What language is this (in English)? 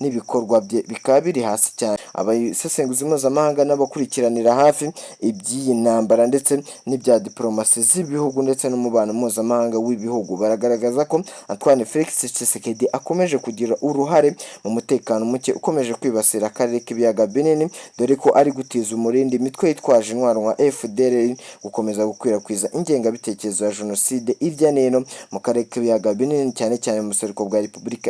Kinyarwanda